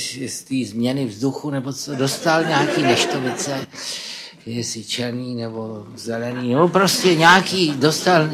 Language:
Czech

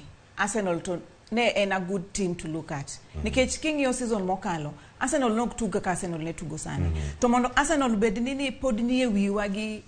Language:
Luo (Kenya and Tanzania)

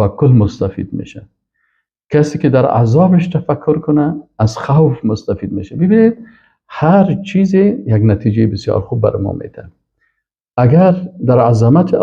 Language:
Persian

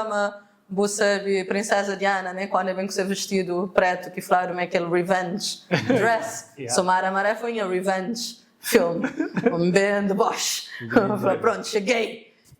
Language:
Kabuverdianu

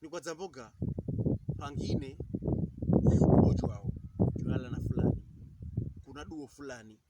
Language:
Pokomo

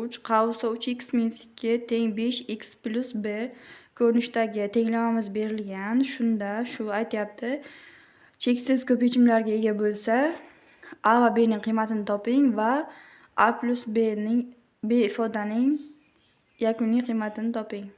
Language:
Uzbek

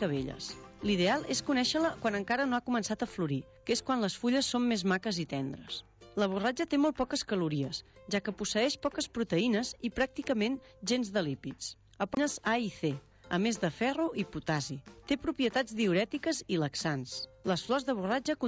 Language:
Catalan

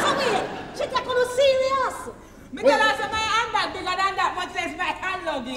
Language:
Jamaican Creole English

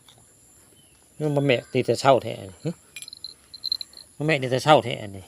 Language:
Northeastern Thai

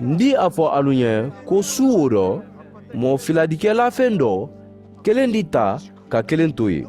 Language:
Mandingo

